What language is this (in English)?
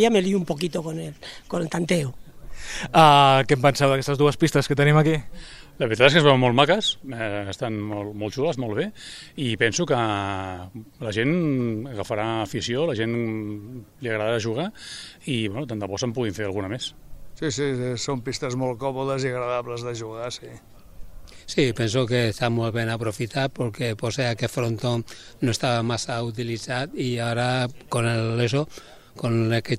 Catalan